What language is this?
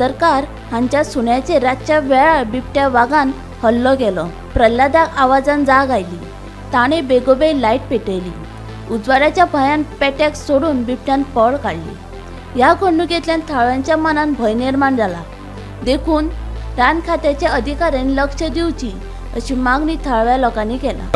Konkani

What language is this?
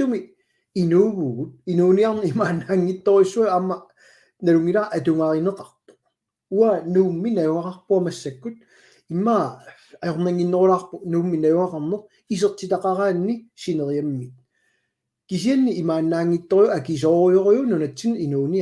Kalaallisut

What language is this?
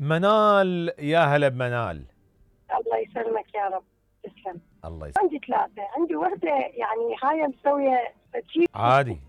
Mesopotamian Arabic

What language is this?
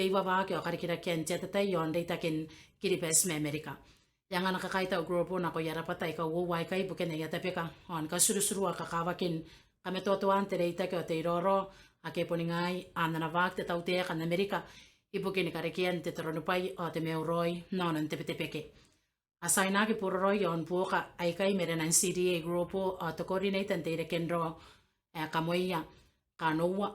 Gilbertese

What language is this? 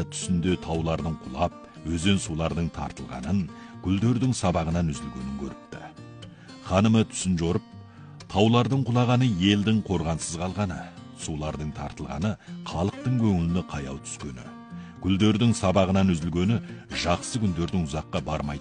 Kazakh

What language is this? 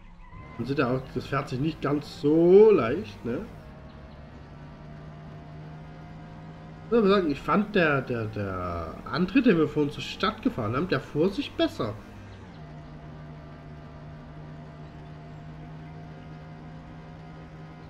German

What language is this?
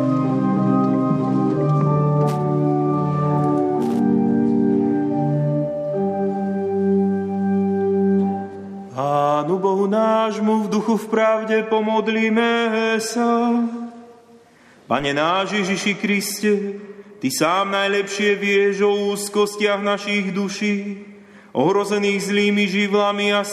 Slovak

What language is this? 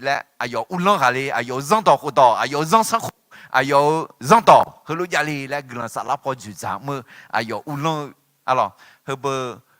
Akha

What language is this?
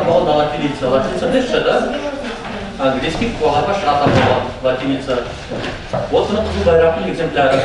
Nogai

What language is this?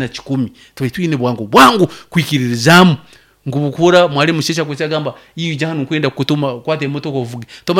Nyoro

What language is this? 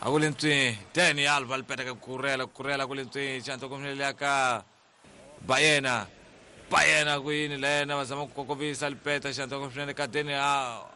Tsonga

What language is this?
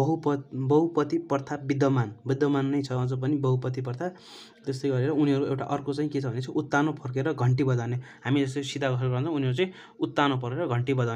Nepali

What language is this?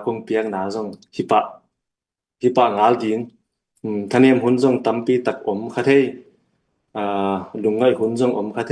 Tedim Chin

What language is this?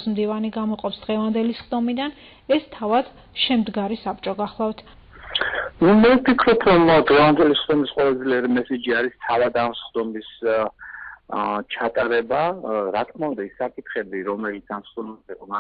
Georgian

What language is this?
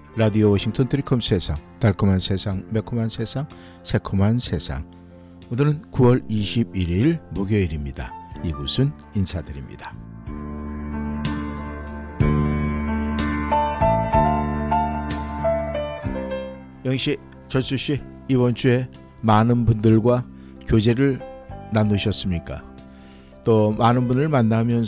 Korean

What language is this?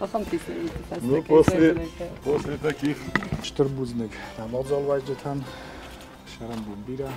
Ossetic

